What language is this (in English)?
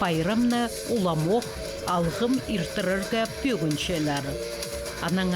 Khakas